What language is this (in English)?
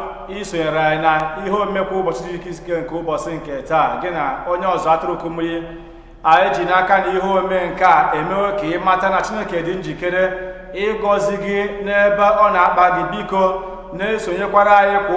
Igbo